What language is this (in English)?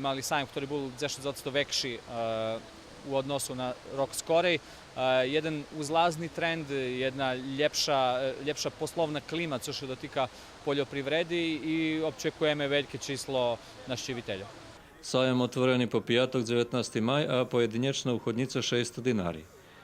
Rusyn